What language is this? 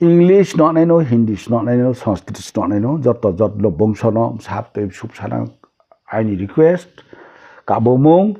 Riang (India)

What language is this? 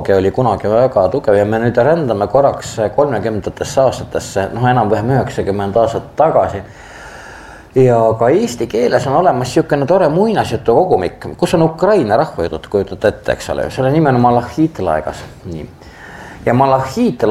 Estonian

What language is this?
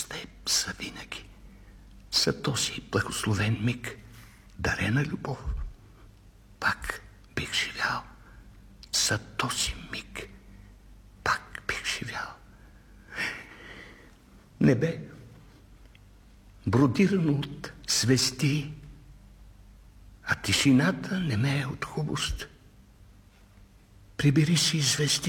Bulgarian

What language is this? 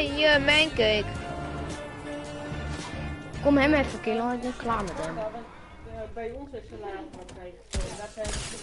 Dutch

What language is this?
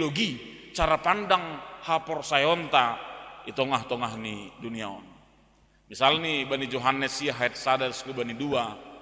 Batak Simalungun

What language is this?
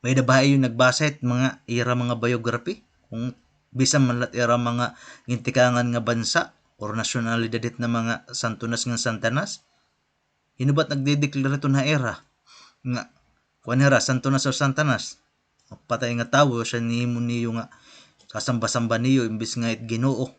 Waray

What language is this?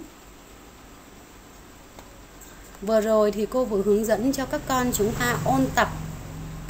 Vietnamese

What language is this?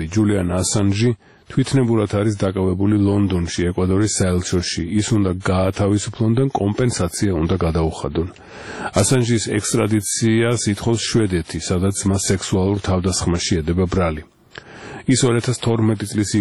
Georgian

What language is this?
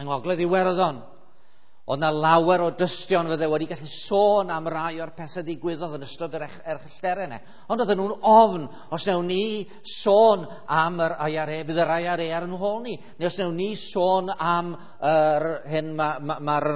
Welsh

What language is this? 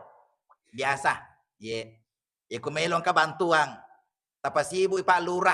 Buginese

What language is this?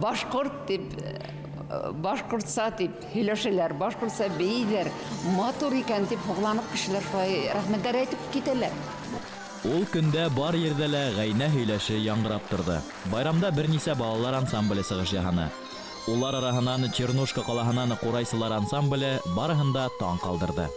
Bashkir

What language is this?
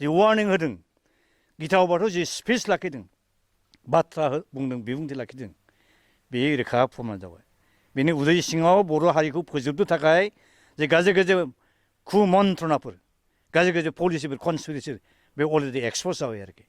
Bodo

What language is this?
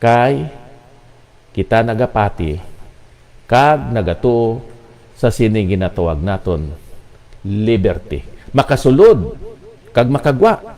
Hiligaynon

